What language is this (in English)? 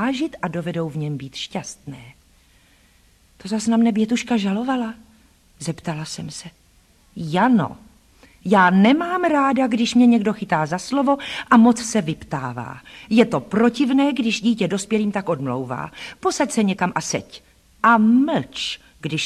Czech